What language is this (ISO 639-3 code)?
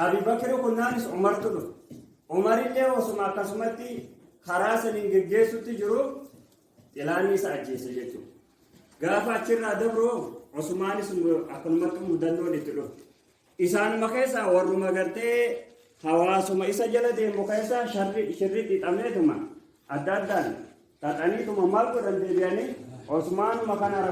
orm